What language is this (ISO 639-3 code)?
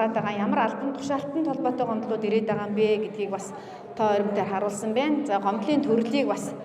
mon